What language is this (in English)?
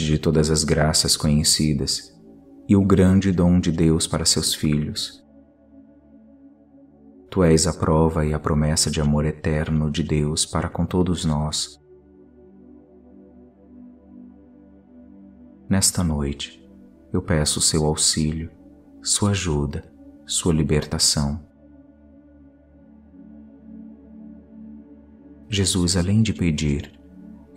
Portuguese